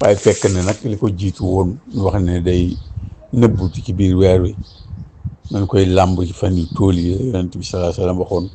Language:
Wolof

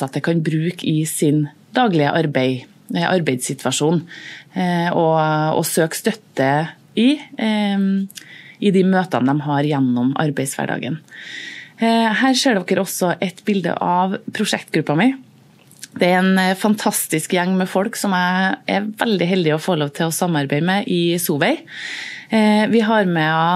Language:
Norwegian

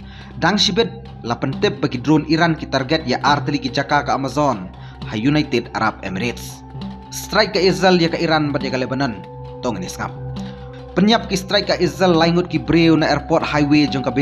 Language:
Khasi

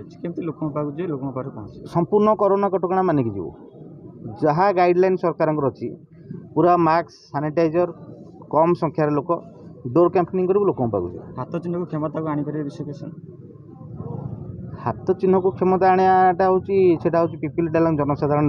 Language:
Odia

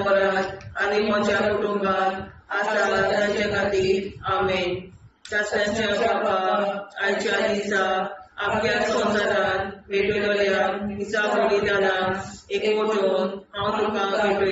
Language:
Konkani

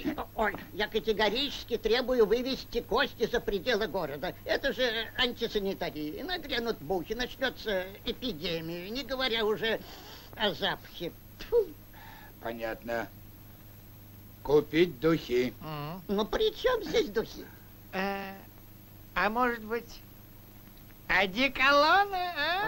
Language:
Russian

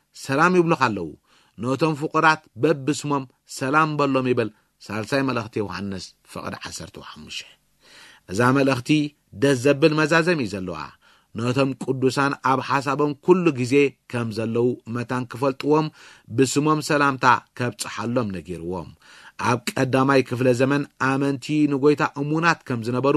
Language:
Tigrinya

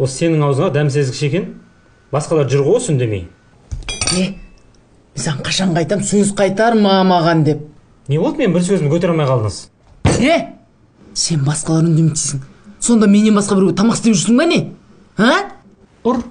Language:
Kazakh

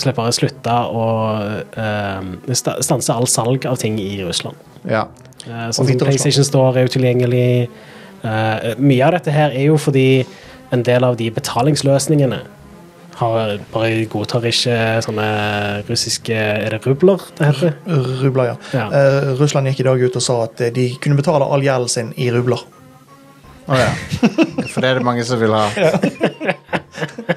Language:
Norwegian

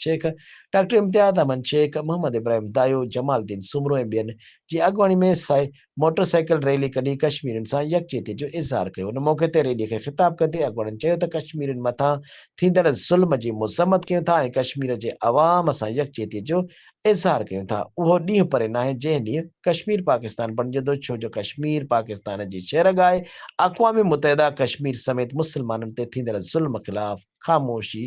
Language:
Sindhi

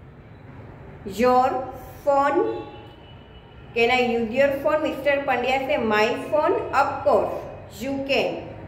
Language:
Gujarati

